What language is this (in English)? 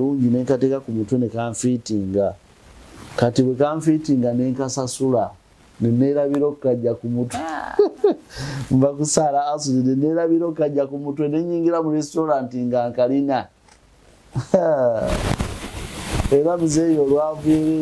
Ganda